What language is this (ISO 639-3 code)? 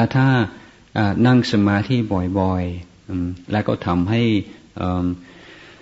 tha